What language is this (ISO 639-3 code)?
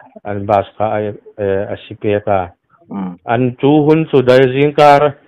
hmr